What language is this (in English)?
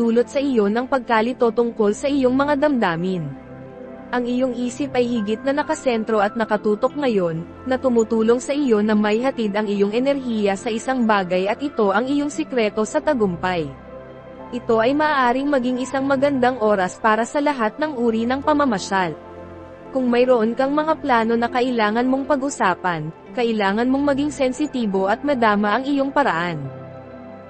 Filipino